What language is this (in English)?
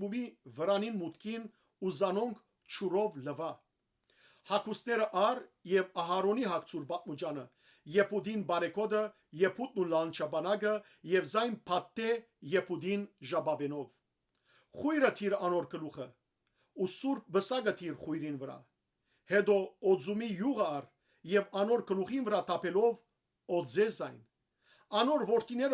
Western Armenian